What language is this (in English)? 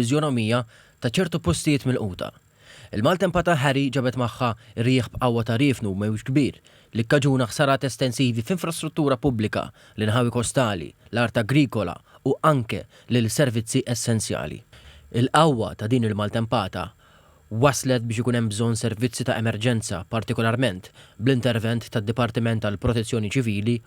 Maltese